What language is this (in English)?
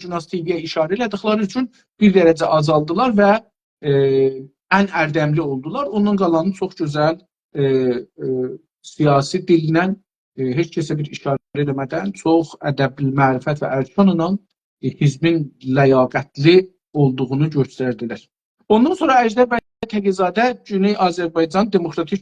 South Azerbaijani